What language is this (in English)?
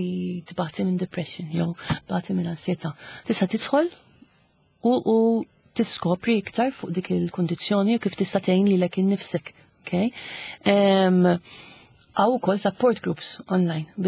Maltese